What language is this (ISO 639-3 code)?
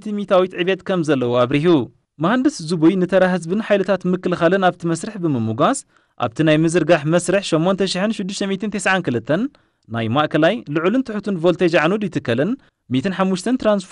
tir